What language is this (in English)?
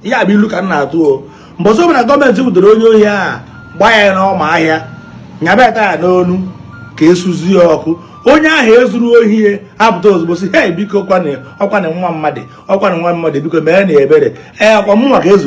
Igbo